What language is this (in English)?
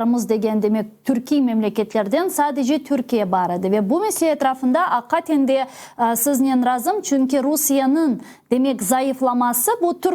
Crimean Tatar